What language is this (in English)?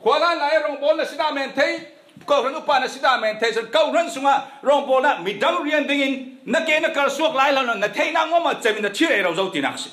Falam Chin